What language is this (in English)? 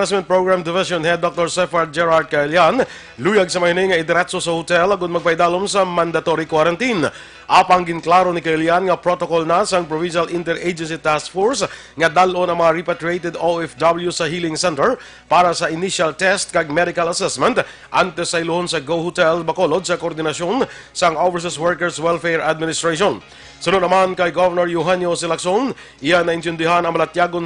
Hiligaynon